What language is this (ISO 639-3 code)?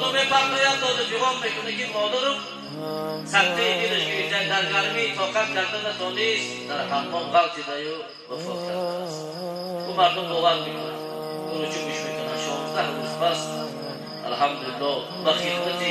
tgk